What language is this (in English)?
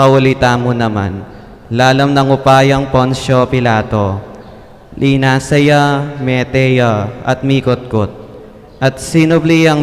Pampanga